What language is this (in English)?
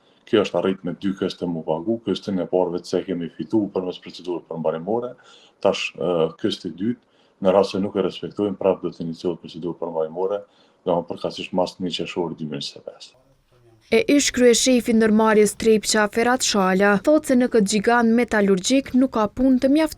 Albanian